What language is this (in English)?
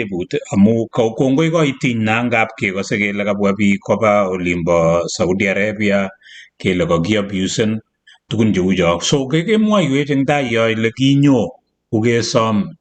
Kalenjin